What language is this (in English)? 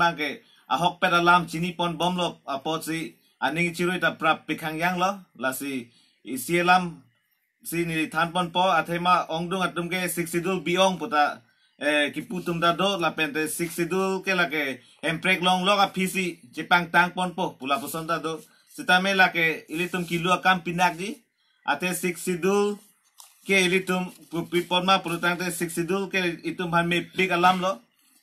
Karbi